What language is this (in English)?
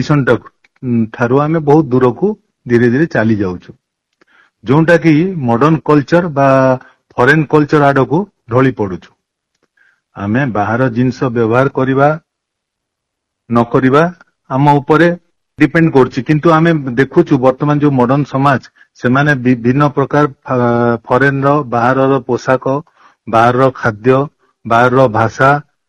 Odia